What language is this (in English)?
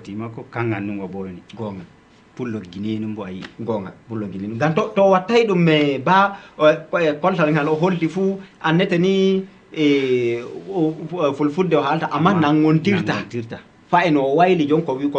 Fula